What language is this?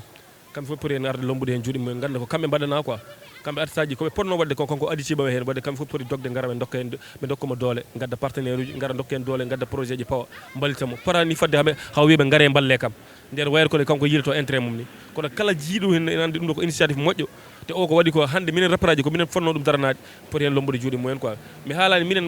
Fula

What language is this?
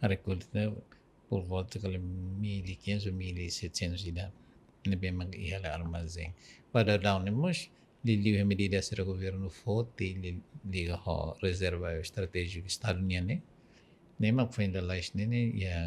Tetum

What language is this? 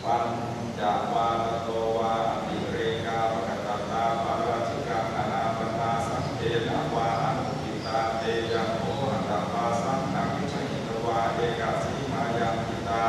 Pali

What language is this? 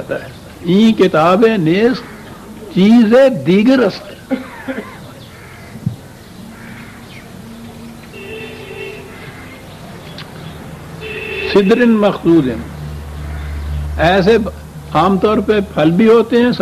Urdu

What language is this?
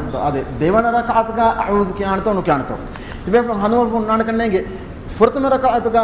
Divehi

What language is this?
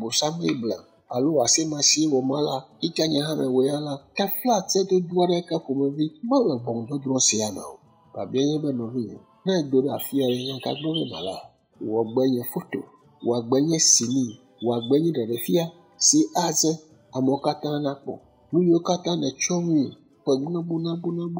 Ewe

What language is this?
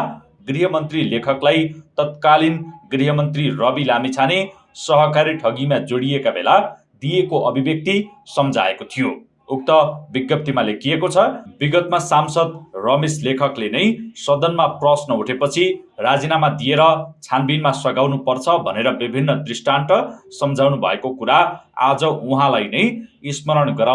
Nepali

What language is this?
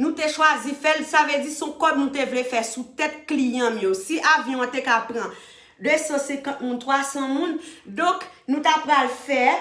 Haitian Creole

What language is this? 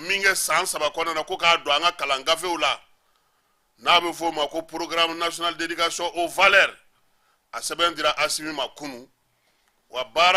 Bambara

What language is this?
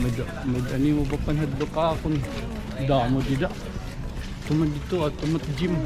Waray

